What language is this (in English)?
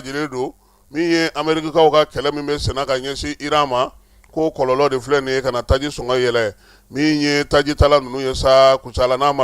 Bambara